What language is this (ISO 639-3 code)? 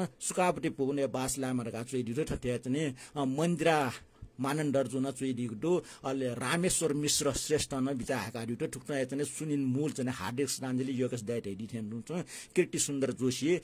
new